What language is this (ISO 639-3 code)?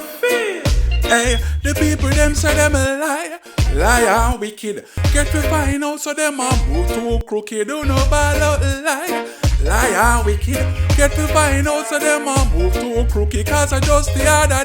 jam